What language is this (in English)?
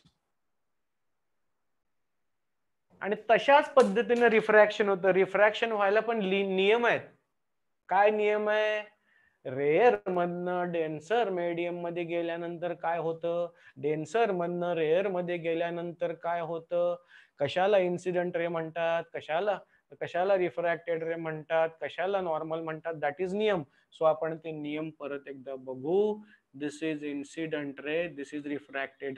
Marathi